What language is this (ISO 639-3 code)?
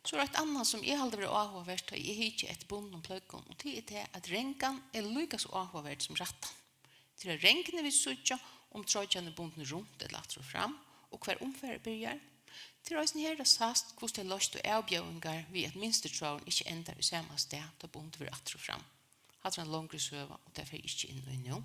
fao